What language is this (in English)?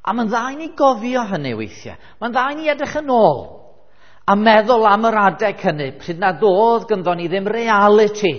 Welsh